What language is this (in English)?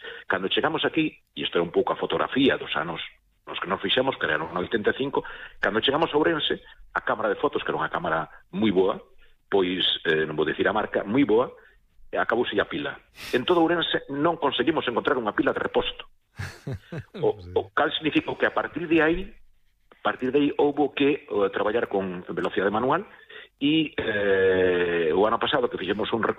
Galician